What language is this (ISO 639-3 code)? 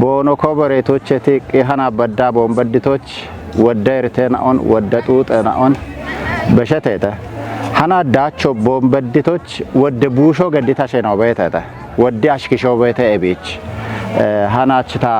kbr